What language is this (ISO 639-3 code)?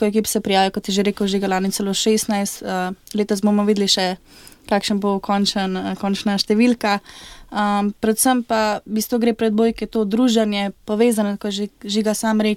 slv